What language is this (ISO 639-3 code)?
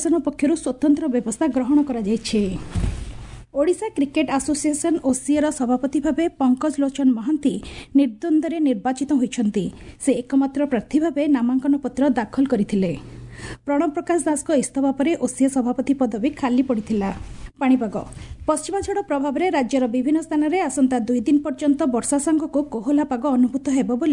ori